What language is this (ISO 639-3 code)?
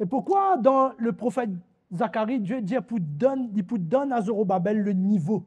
mfe